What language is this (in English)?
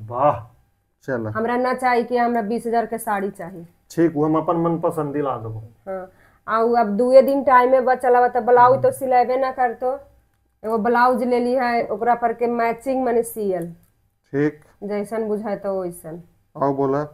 Magahi